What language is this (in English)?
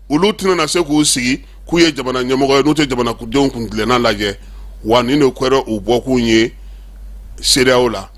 Bambara